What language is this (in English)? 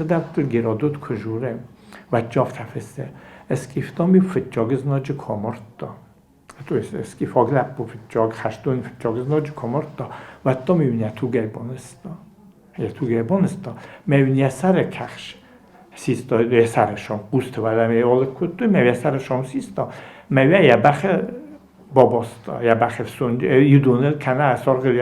Ossetic